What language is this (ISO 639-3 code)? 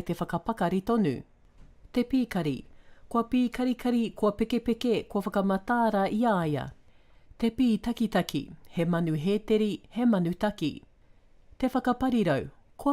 mri